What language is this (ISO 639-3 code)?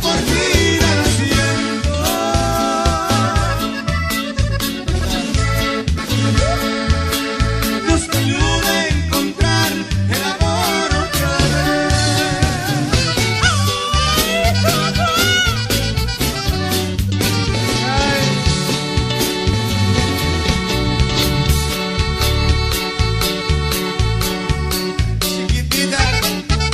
spa